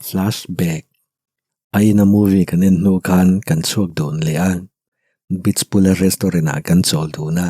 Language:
Mizo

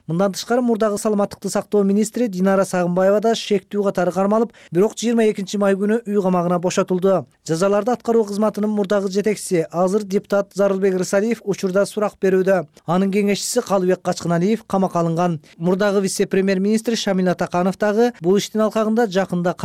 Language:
Kyrgyz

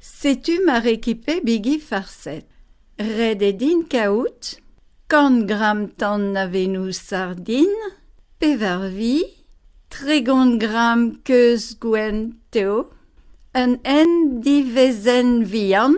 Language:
Breton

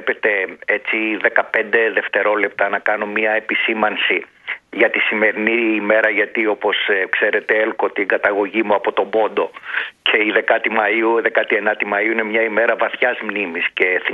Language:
Greek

